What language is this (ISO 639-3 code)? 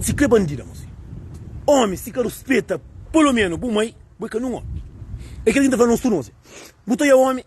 kea